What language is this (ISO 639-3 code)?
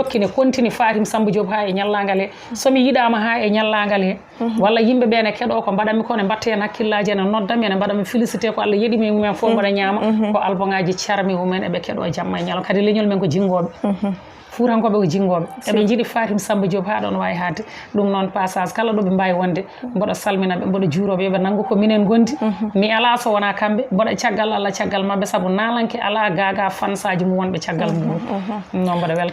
ful